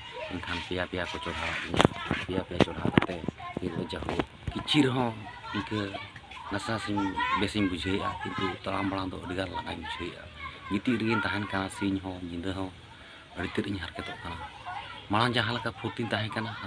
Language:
Santali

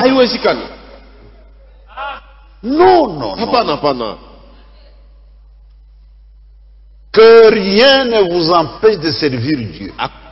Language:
Swahili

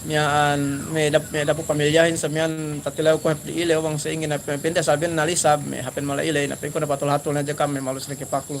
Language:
Yakan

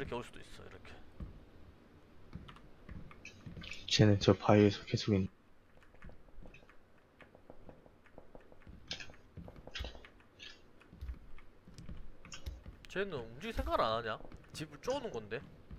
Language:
Korean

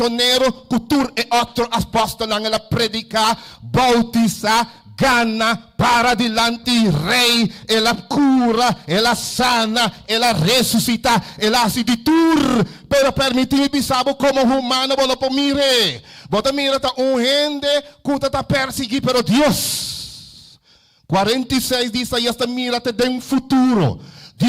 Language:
Papiamento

